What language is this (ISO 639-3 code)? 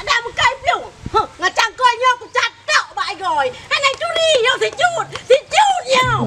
ace